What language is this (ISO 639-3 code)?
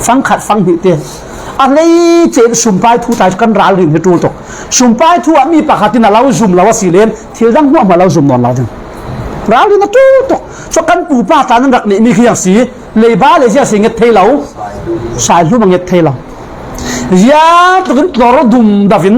cfm